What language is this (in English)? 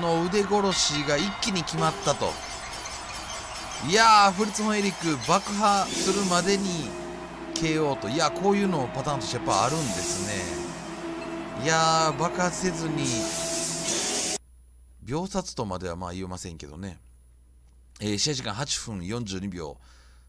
Japanese